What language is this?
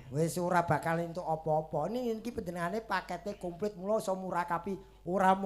Javanese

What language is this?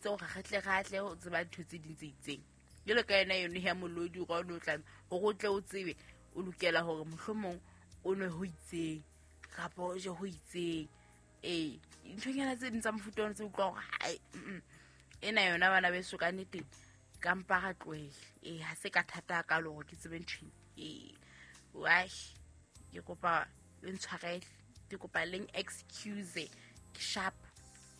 Southern Sotho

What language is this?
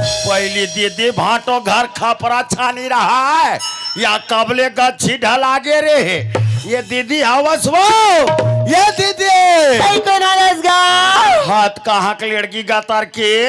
Chhattisgarhi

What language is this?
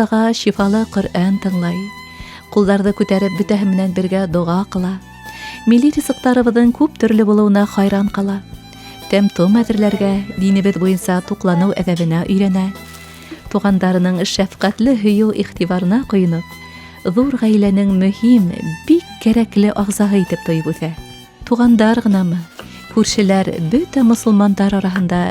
Bashkir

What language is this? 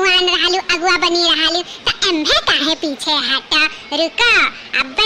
Awadhi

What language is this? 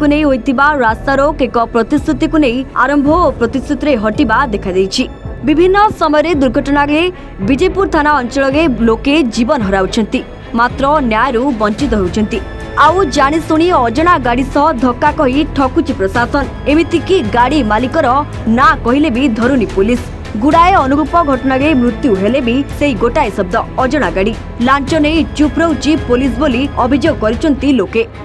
Odia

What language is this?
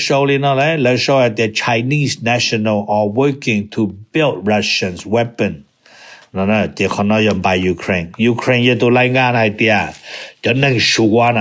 Hmong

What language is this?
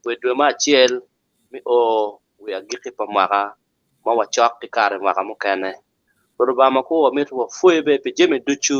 Acoli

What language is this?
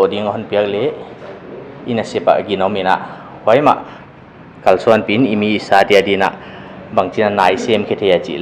Paite Chin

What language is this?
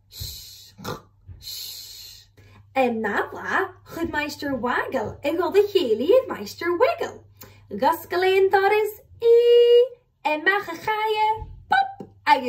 Scottish Gaelic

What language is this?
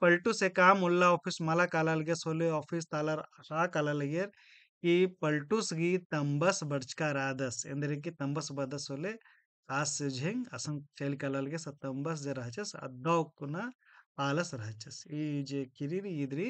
Kurukh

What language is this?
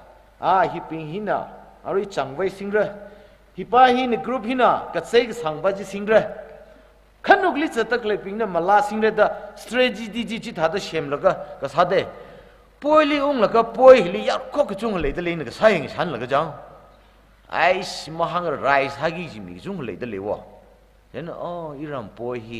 Tangkhul Naga (India)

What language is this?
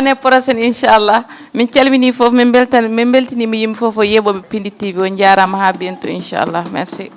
Fula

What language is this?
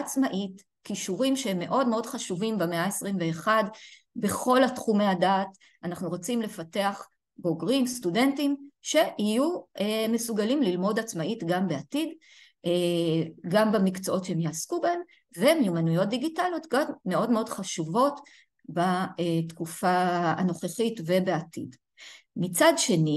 Hebrew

